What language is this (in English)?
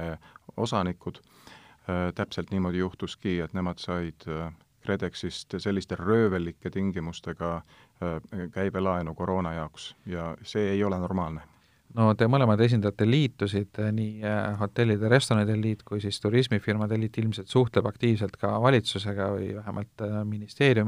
Estonian